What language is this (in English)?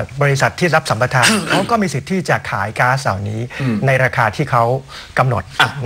Thai